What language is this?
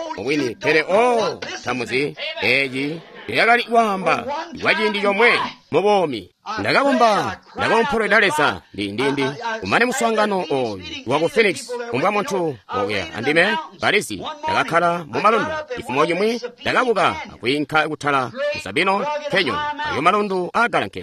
Tonga (Zambia)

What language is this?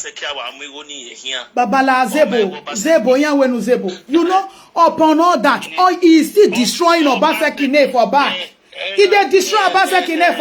Nigerian Pidgin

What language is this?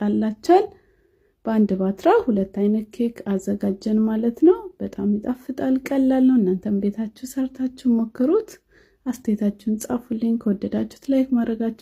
Amharic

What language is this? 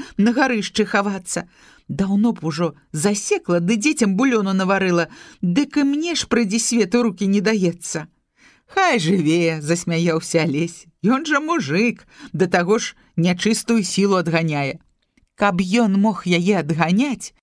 Belarusian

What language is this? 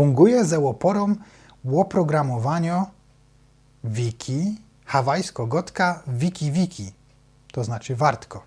Silesian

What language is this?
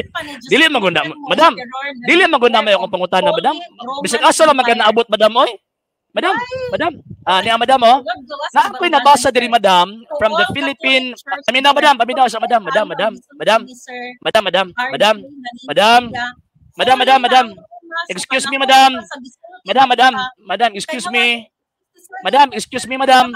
Cebuano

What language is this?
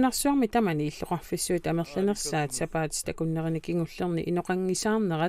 Kalaallisut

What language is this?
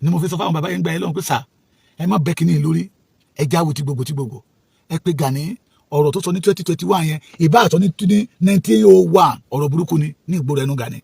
Yoruba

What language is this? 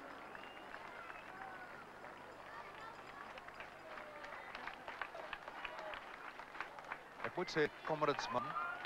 Afrikaans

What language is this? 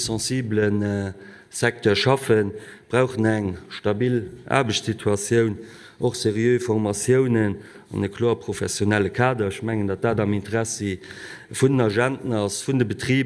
Luxembourgish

